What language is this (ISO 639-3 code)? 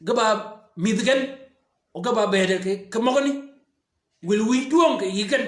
shk